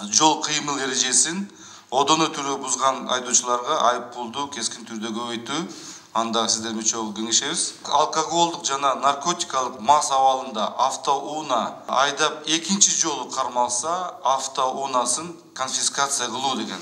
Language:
Kyrgyz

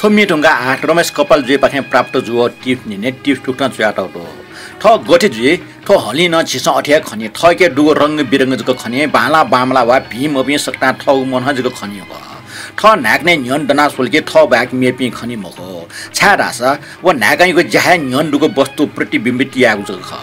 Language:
Newari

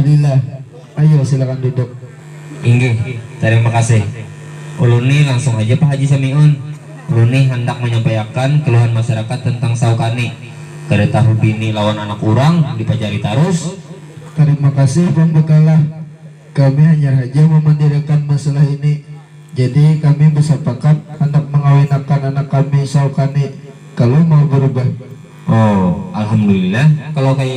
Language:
Banjar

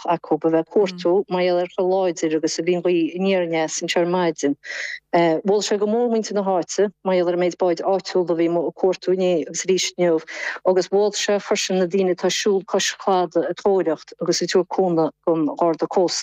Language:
Irish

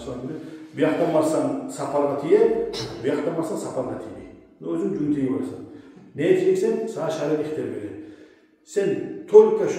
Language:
Kumyk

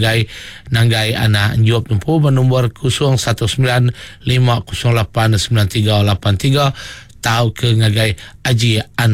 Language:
Iban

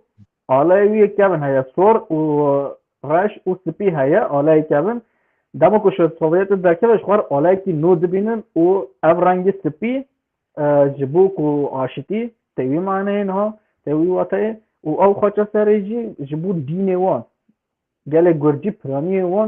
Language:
Kurdish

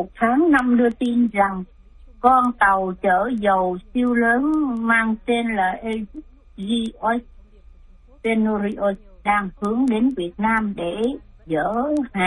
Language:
Vietnamese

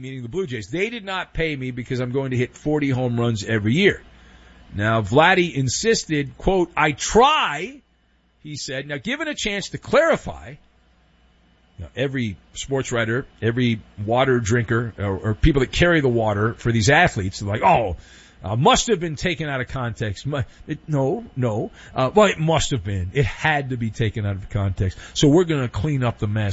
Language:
English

